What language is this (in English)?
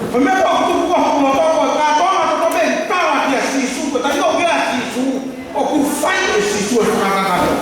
Tongan